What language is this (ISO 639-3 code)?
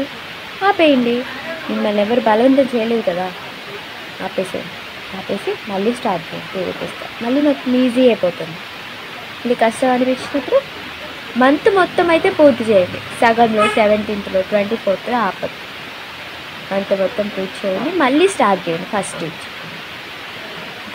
tel